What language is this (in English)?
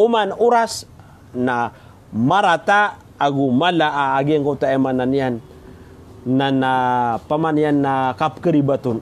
Maranao